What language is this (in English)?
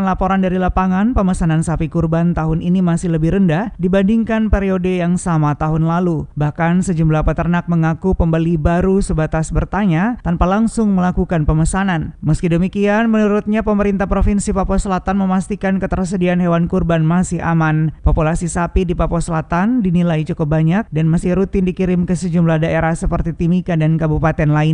Indonesian